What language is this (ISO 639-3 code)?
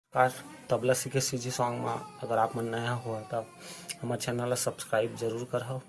hne